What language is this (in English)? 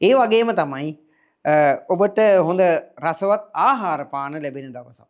Sinhala